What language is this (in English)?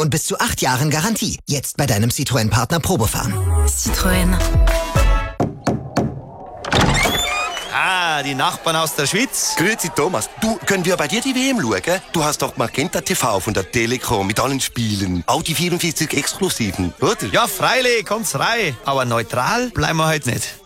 German